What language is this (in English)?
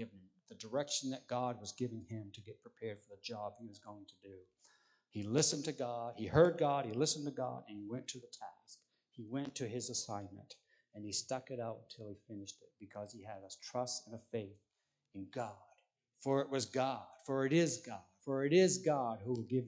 English